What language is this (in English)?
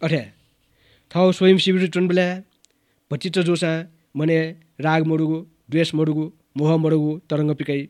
Newari